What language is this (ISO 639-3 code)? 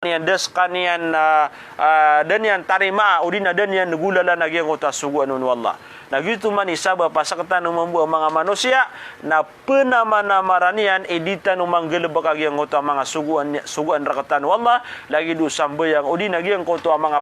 mrw